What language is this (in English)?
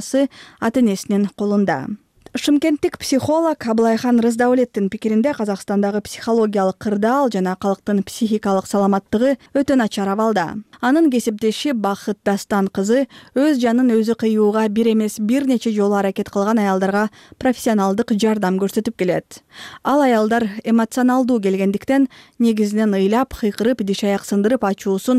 Kyrgyz